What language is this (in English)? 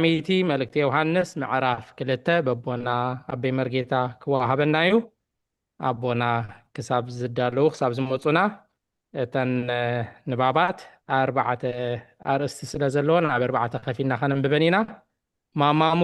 Tigrinya